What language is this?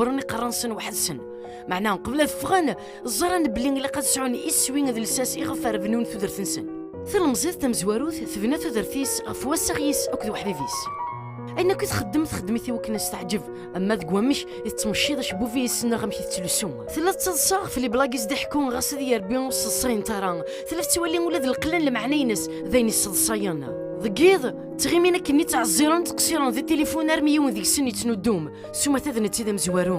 Kabyle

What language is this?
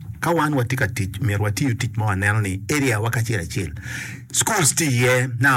Acoli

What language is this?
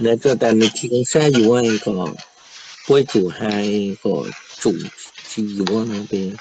Hmong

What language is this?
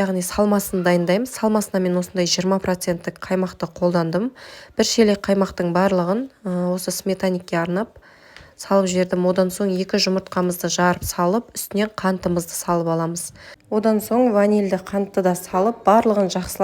Kazakh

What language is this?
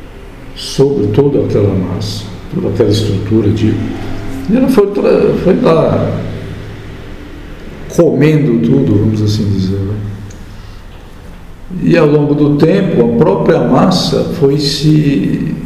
Portuguese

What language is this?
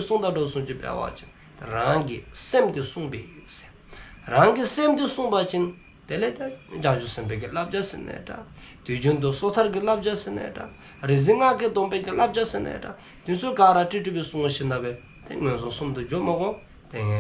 Dzongkha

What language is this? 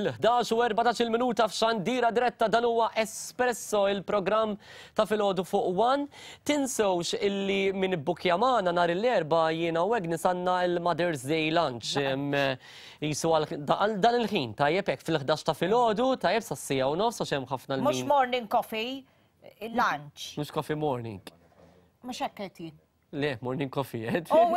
Maltese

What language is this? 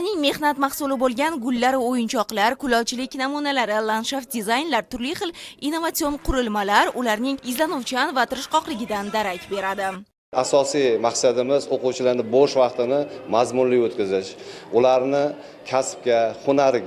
Uzbek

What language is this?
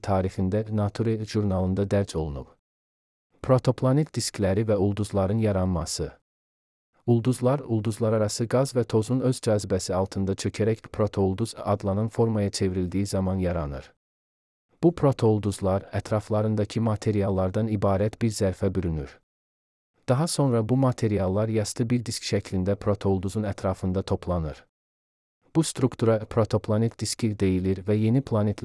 Azerbaijani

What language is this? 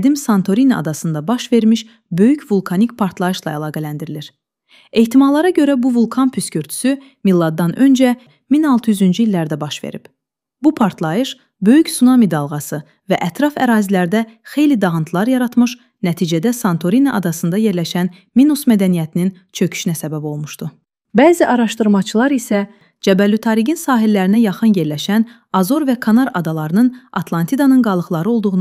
Azerbaijani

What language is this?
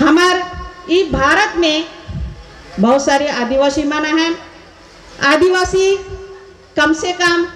Sadri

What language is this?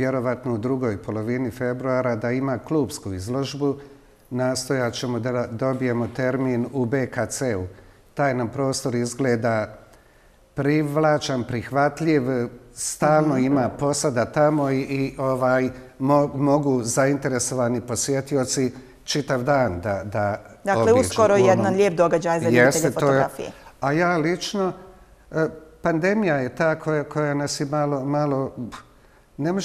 Bosnian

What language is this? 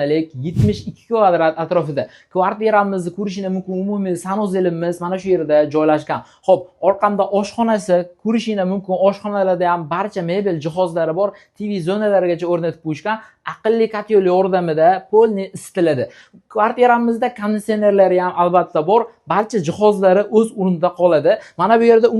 Uzbek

